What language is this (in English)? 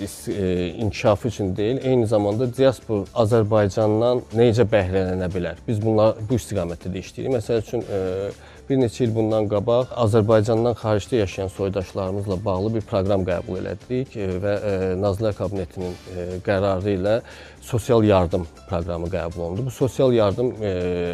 Azerbaijani